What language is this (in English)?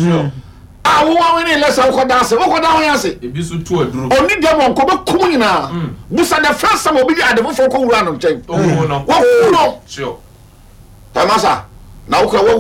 Akan